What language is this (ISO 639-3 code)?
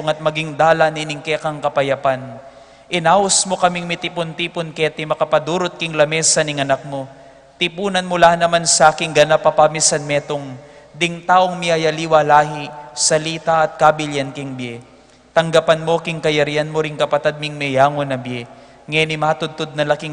pam